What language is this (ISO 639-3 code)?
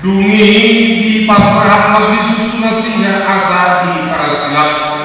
bbc